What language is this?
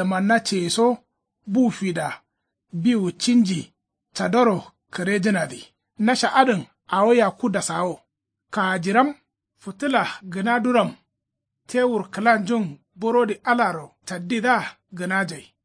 Kanuri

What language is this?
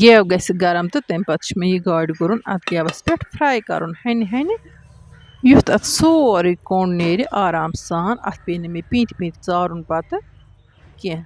Kashmiri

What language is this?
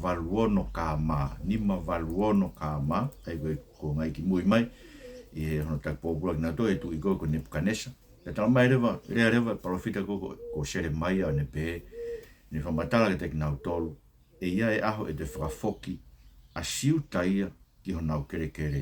Tongan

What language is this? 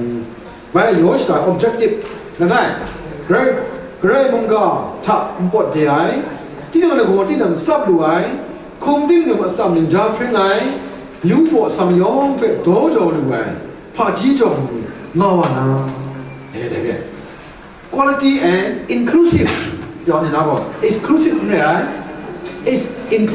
Kachin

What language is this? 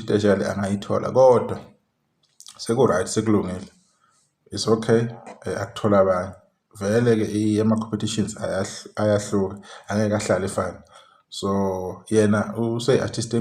Zulu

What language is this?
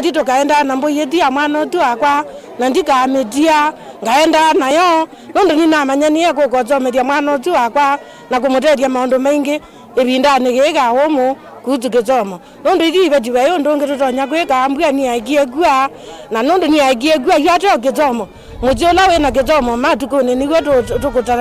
Kamba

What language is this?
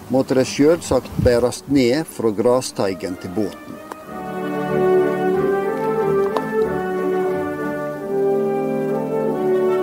Norwegian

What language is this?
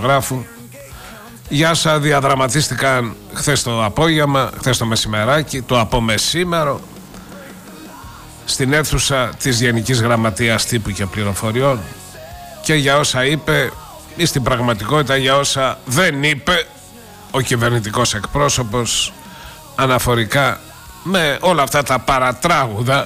Greek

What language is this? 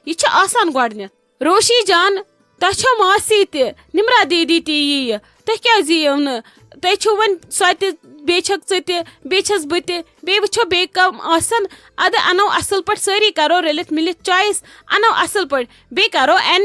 Kashmiri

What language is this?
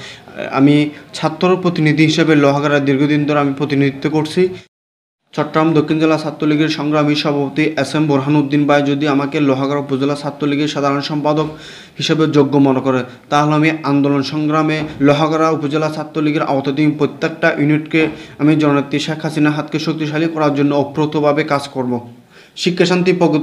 Bangla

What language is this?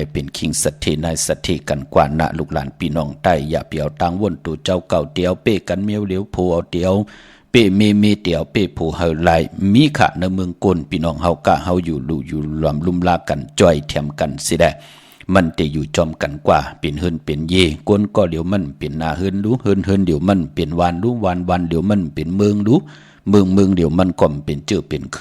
Shan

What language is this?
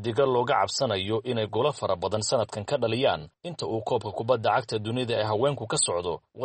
Somali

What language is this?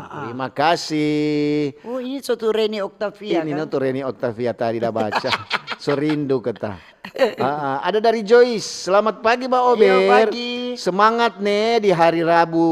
Manado Malay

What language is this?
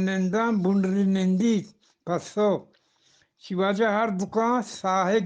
Eastern Balochi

